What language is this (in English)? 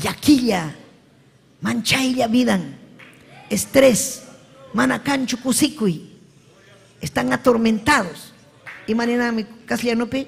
Ayacucho Quechua